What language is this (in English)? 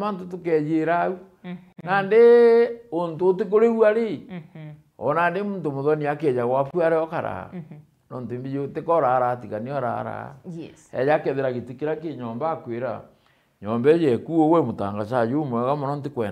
Meru